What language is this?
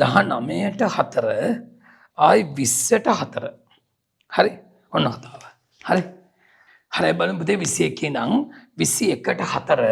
Sinhala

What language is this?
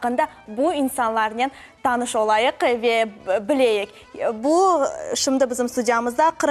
Crimean Tatar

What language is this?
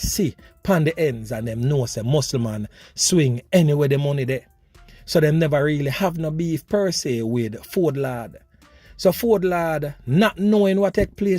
Jamaican Creole English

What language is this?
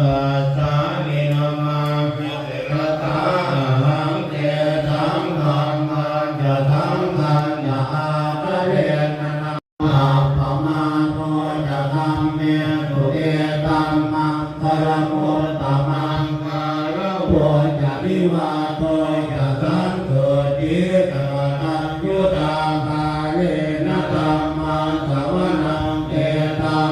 Pali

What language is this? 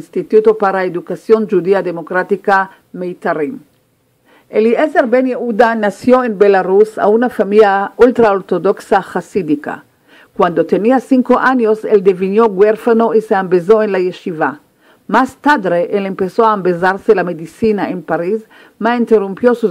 Ladino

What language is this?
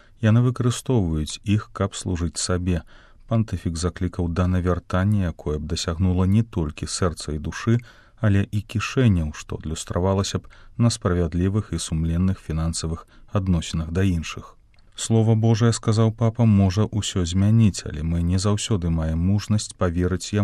Belarusian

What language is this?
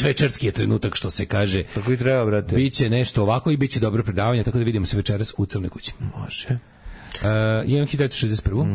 Serbian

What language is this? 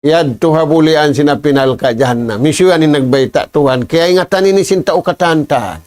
Tausug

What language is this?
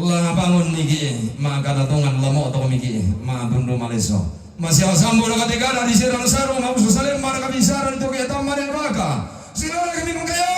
Toraja-Sa'dan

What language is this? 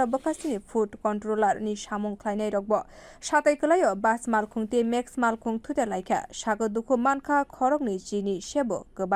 Kok Borok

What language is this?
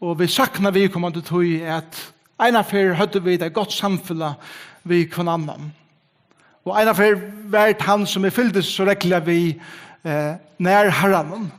Faroese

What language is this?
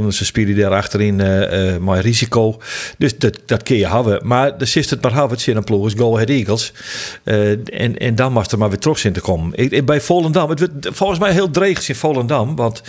Western Frisian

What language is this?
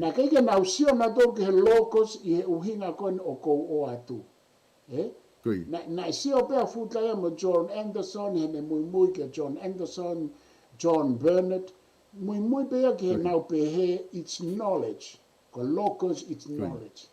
Tongan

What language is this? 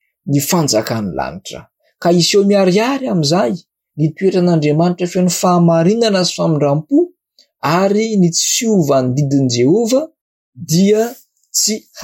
Malagasy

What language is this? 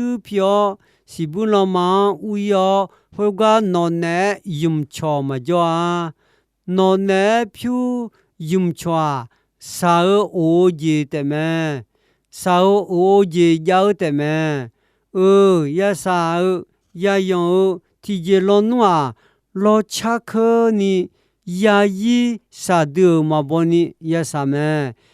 Akha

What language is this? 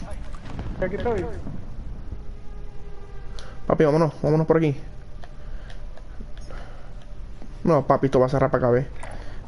Spanish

